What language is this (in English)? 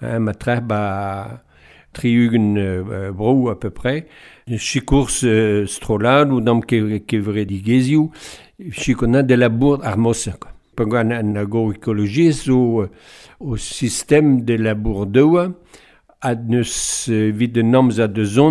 Breton